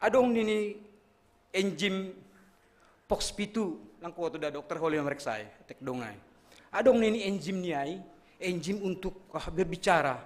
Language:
Batak Simalungun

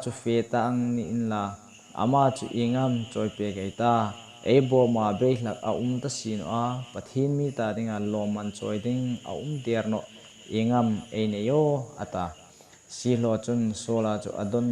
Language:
Hmar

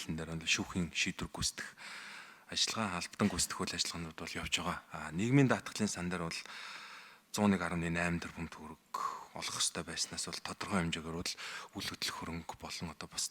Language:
Mongolian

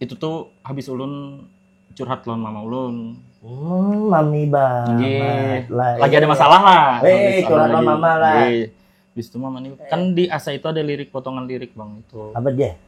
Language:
Banjar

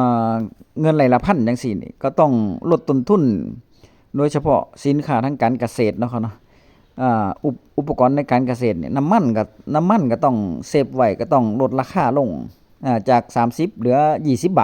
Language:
Northeastern Thai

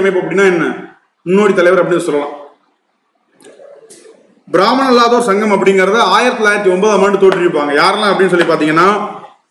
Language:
Tamil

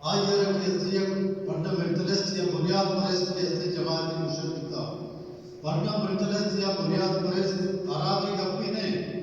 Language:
Baluchi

